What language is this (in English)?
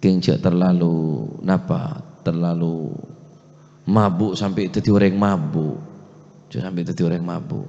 Madurese